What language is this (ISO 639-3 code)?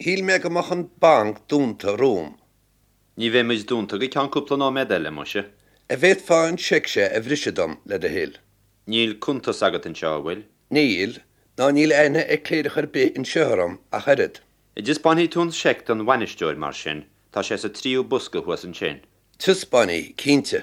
gle